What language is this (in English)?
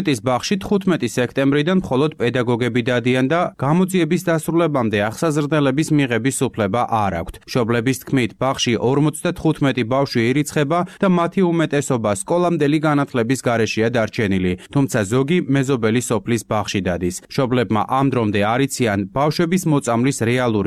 Georgian